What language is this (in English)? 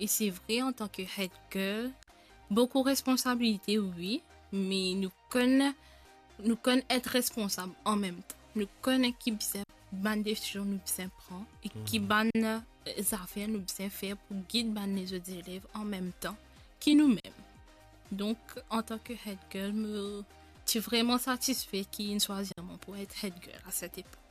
Morisyen